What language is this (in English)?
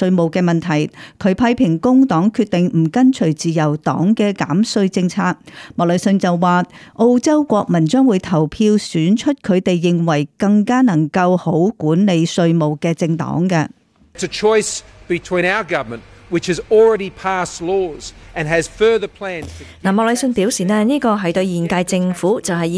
Cantonese